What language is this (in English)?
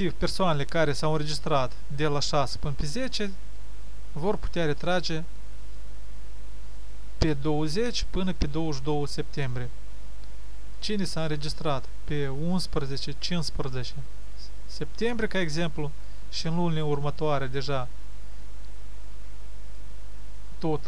Romanian